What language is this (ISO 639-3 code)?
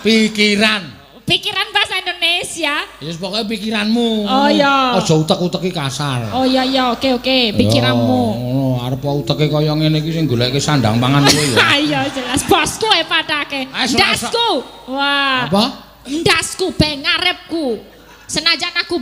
jav